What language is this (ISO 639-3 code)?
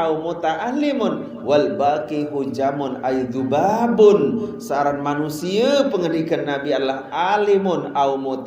sas